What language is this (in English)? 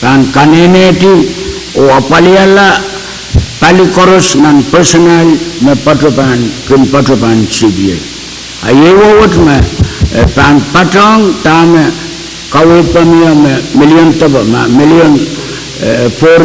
Pohnpeian